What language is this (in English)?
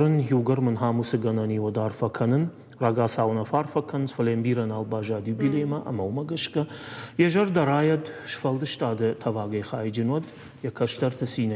Ossetic